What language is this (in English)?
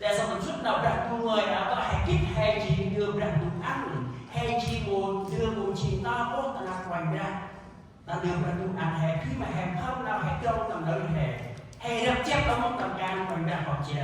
Central Mnong